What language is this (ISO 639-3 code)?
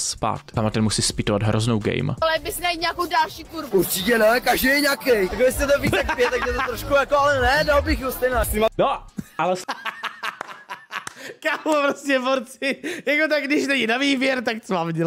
ces